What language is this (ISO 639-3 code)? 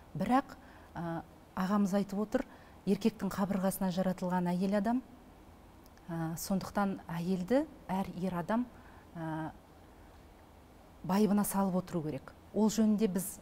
kaz